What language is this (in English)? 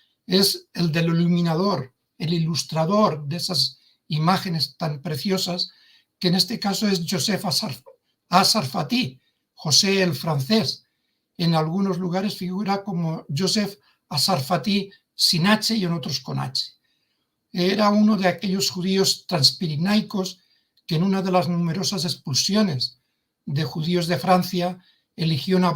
Ladino